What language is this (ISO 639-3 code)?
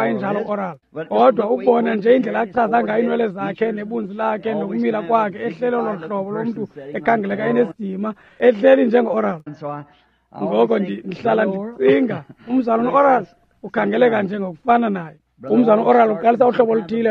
xho